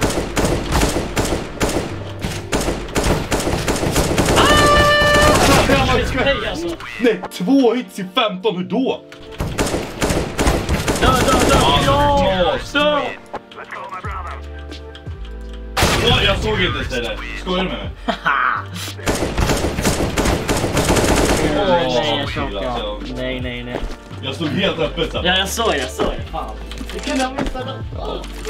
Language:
Swedish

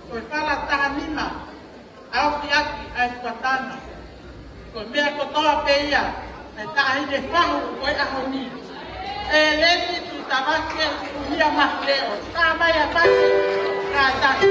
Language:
Tongan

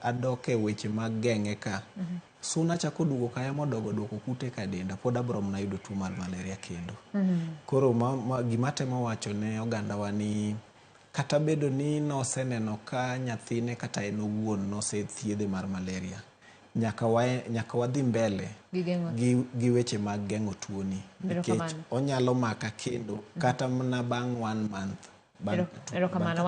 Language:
Luo (Kenya and Tanzania)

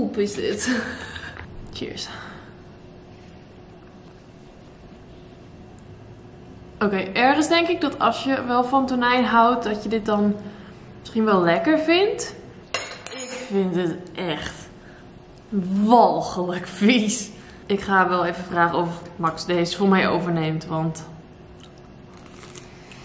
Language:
Dutch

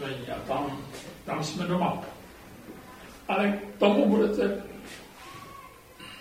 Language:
Czech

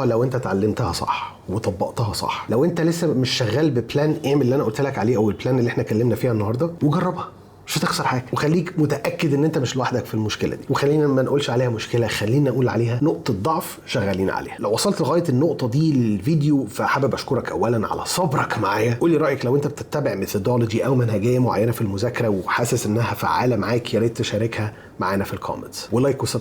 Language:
Egyptian Arabic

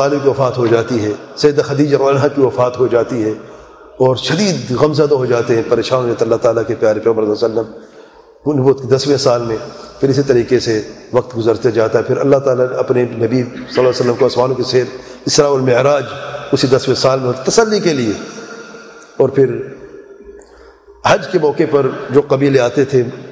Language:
Urdu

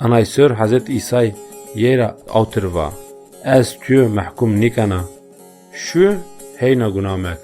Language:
Zaza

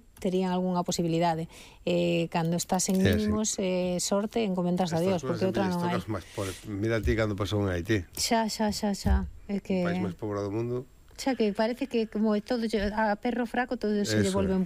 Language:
Galician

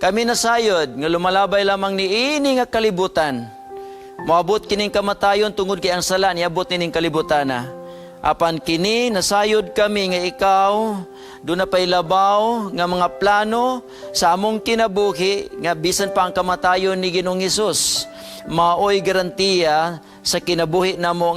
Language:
Cebuano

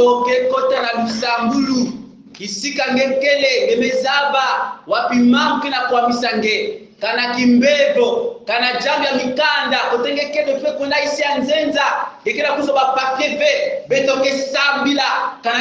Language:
Kongo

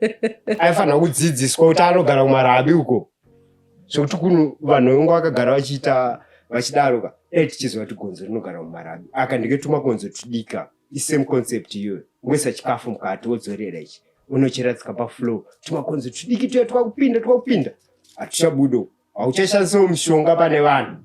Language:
Shona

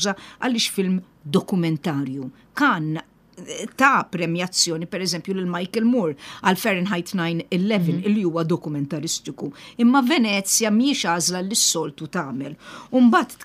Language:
Maltese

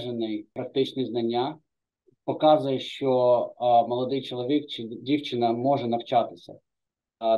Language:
Ukrainian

